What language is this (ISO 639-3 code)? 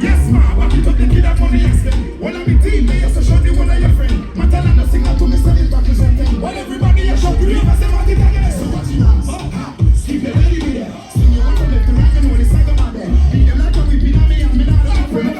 jam